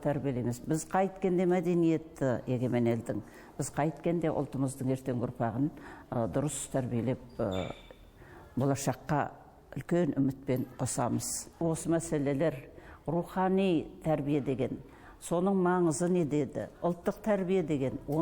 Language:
Kazakh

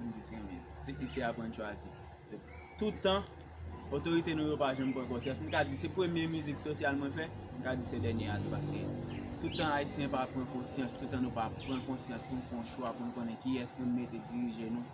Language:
Haitian Creole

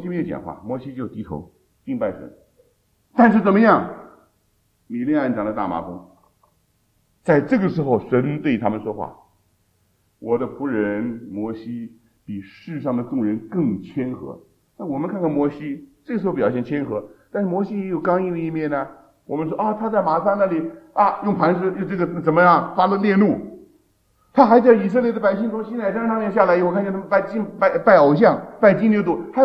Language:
Chinese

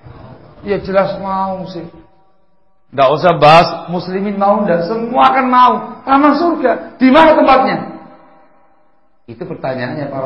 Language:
Indonesian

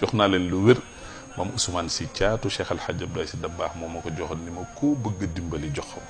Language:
Wolof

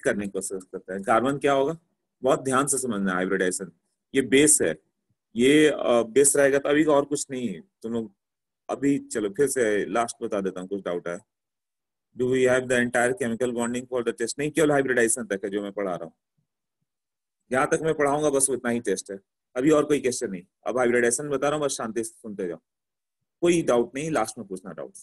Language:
Hindi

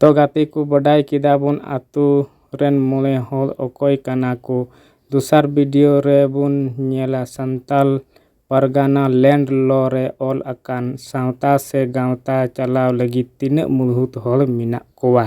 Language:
Santali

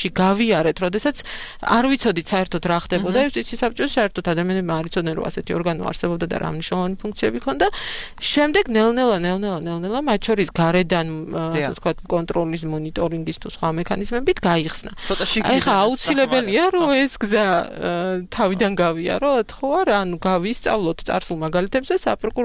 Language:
Georgian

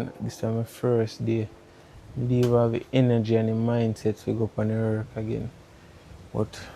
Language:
Jamaican Creole English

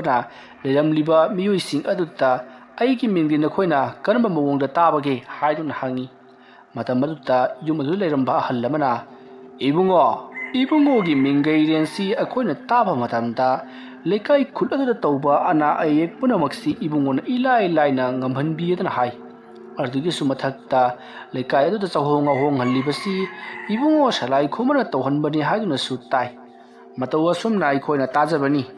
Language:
Manipuri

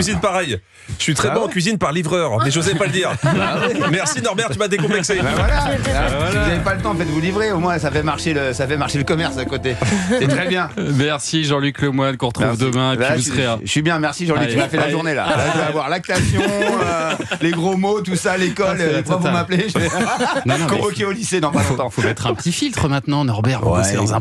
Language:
French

